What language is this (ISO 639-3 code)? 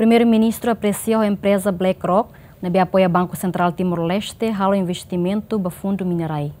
tet